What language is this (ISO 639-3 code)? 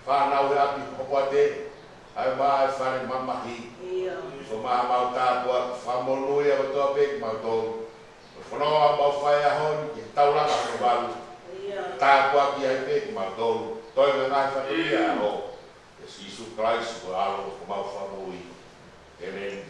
ton